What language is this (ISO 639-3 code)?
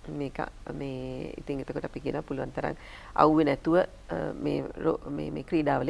sin